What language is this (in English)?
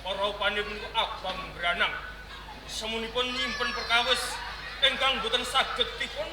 Javanese